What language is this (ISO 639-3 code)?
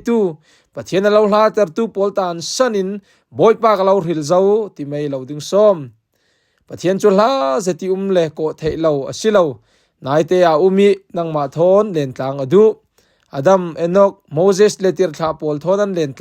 cfm